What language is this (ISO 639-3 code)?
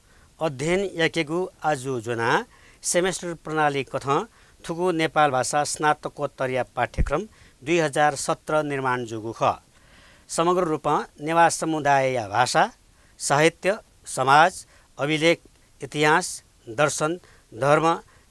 new